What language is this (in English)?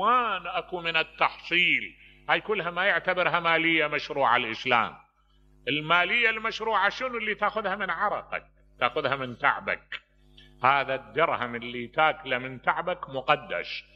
Mesopotamian Arabic